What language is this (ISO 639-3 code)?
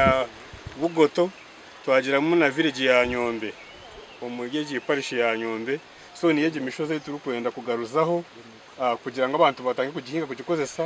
nyn